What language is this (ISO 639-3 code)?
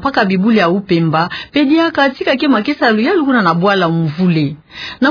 ktu